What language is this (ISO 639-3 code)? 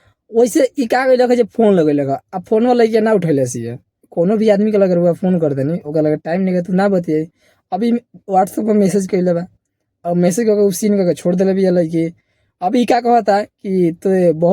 bho